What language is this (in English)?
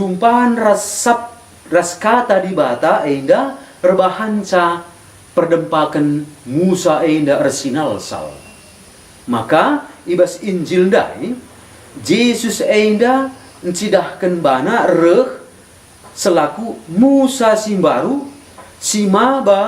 Batak Karo